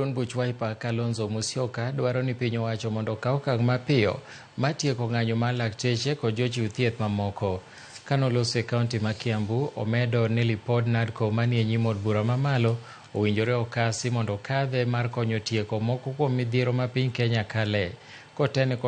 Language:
Luo (Kenya and Tanzania)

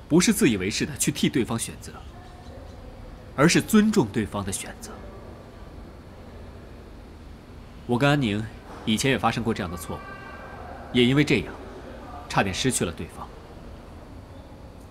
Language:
Chinese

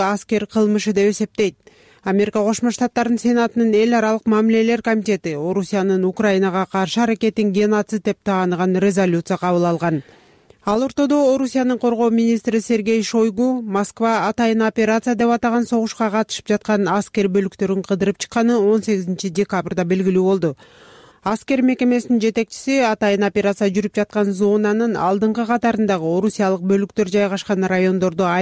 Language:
Kyrgyz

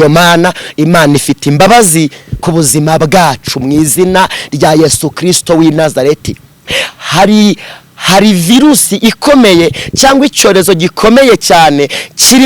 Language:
Kinyarwanda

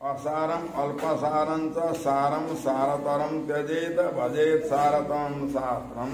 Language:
Nepali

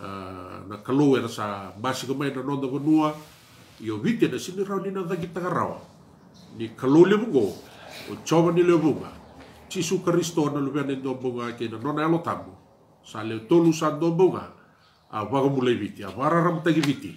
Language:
Fijian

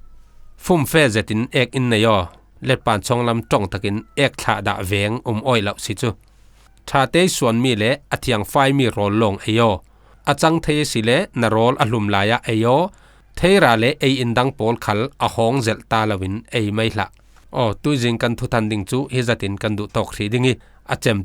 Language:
Falam Chin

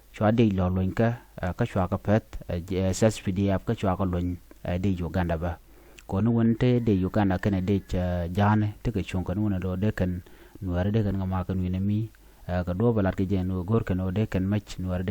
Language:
Nuer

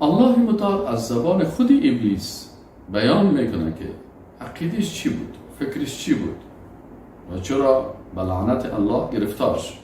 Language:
Persian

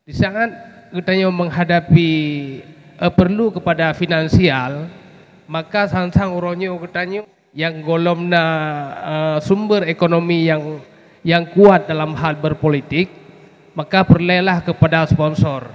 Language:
Achinese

